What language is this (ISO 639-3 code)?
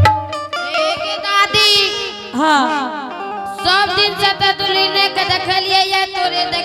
anp